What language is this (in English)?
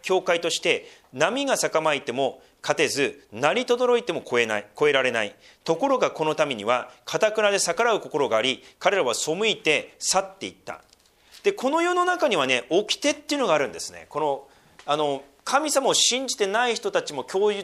Japanese